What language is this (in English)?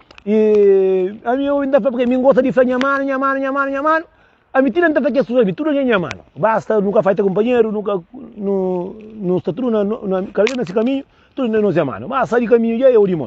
Kabuverdianu